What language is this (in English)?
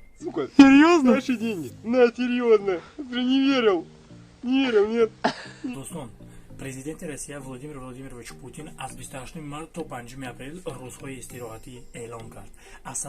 Tajik